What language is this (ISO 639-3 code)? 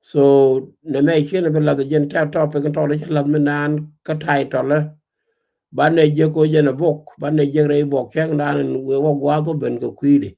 nus